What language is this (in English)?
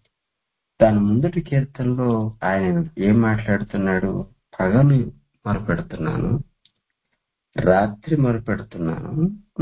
Telugu